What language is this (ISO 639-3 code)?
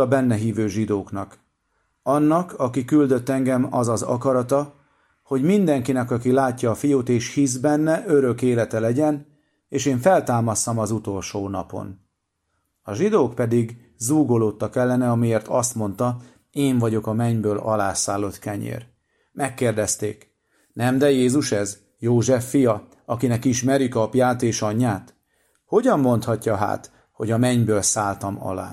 hun